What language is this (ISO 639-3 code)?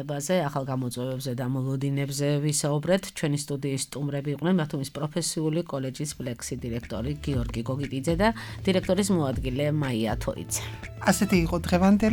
kat